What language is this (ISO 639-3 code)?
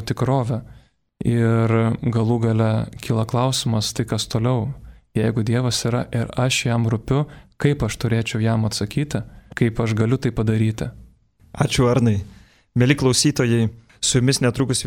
lit